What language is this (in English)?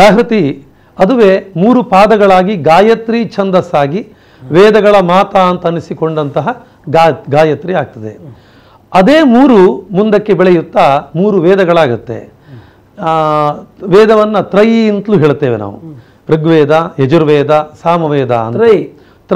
Kannada